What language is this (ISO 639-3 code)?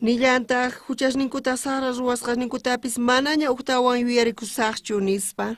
quh